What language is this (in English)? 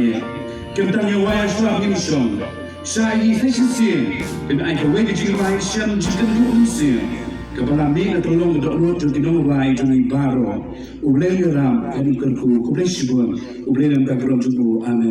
Khasi